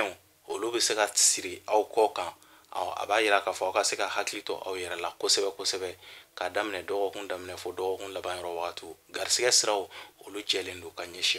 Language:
Bambara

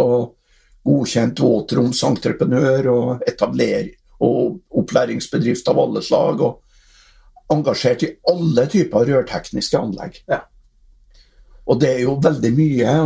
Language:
Norwegian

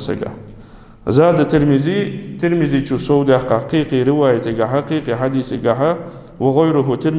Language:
Ingush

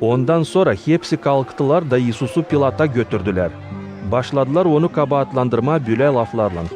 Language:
Gagauz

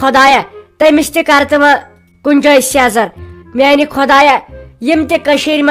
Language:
Kashmiri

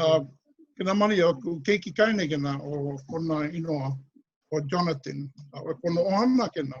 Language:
Hawaiian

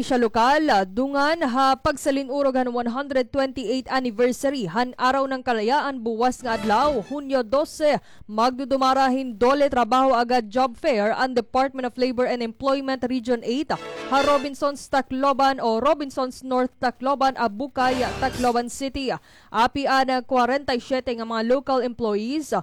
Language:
Waray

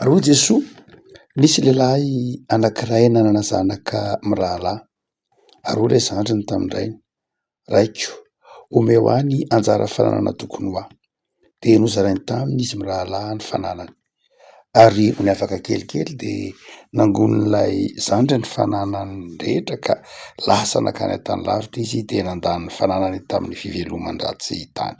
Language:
Malagasy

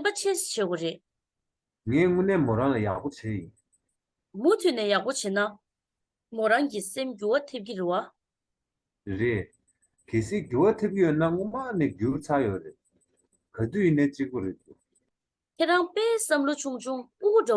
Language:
Tibetan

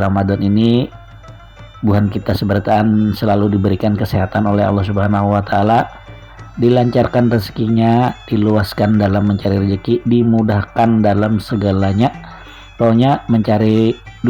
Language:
Banjar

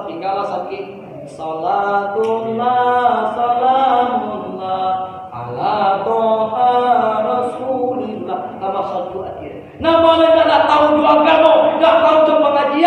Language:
Minangkabau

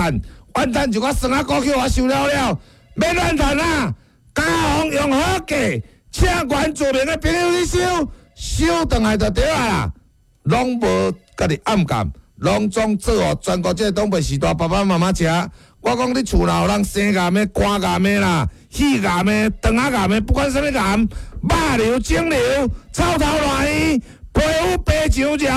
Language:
Min Nan Chinese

